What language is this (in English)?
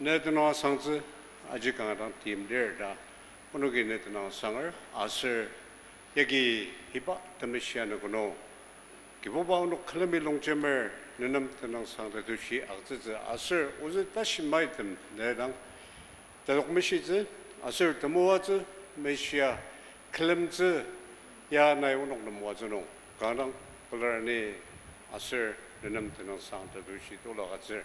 Ao Naga